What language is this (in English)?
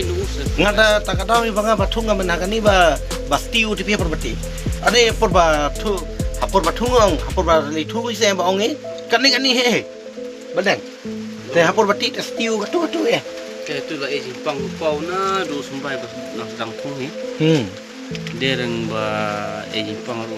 Khasi